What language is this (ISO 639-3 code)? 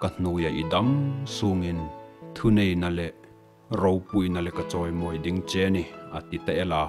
hmr